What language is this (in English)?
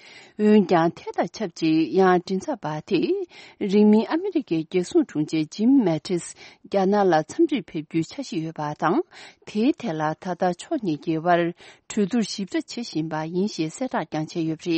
Tibetan